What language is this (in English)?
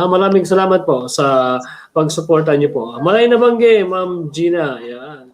Bikol